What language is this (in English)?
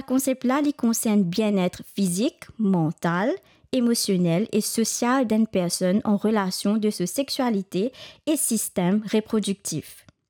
Morisyen